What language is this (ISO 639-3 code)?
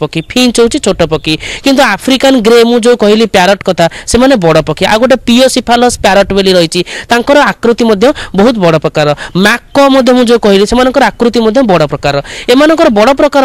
ori